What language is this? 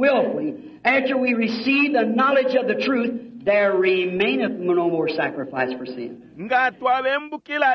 Bemba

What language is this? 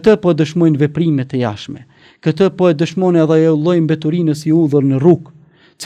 Albanian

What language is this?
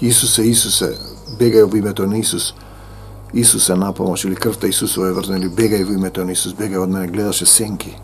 Macedonian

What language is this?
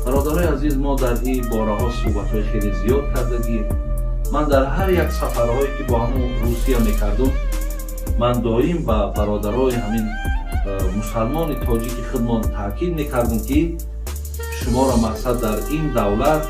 Tajik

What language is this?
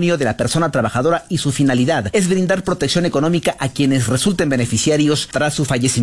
Spanish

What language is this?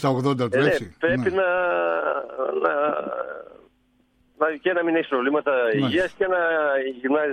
Greek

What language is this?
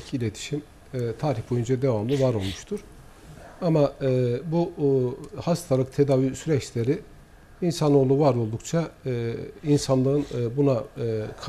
Turkish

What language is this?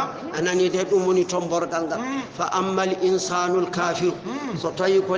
Fula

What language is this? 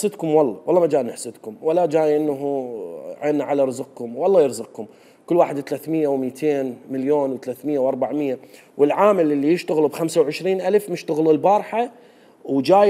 Mesopotamian Arabic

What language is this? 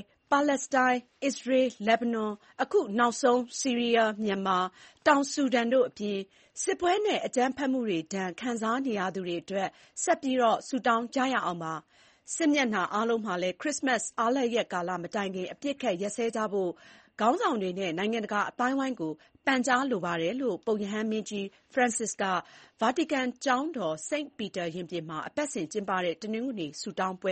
Burmese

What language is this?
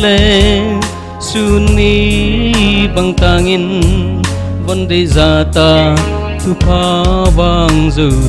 Paite Chin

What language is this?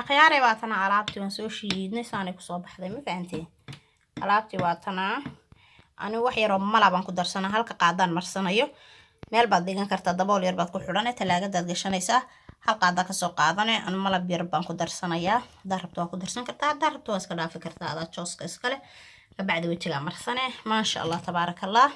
Somali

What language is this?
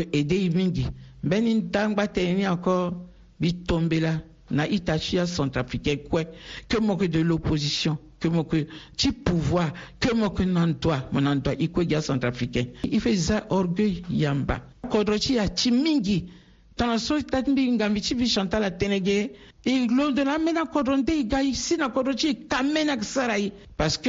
Sango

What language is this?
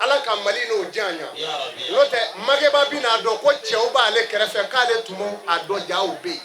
Bambara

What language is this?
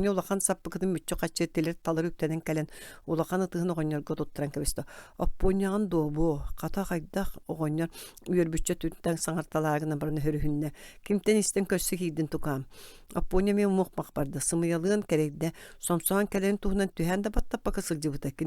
Yakut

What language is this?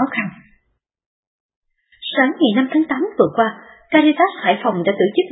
Vietnamese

